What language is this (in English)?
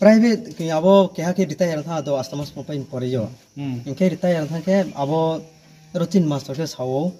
Riang (India)